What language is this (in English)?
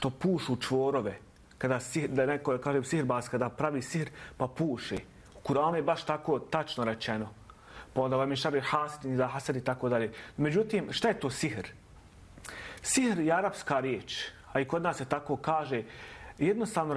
Bosnian